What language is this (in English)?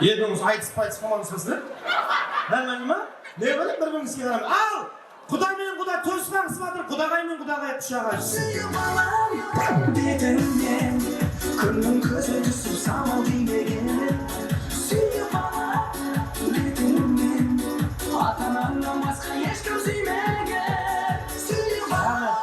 Kara-Kalpak